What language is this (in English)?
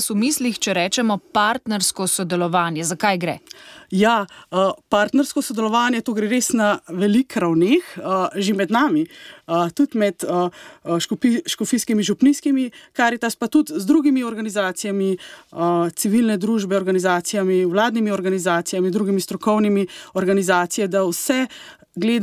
Slovenian